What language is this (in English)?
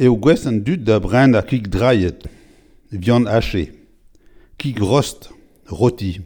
Breton